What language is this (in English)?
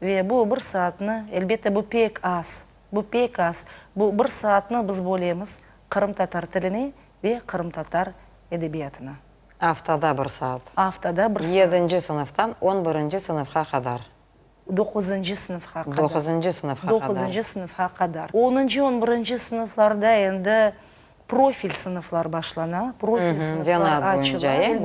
Crimean Tatar